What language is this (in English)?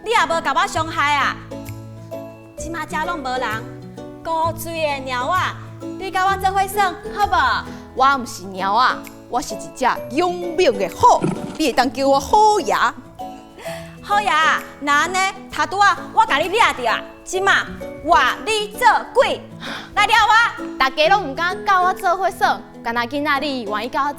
Min Nan Chinese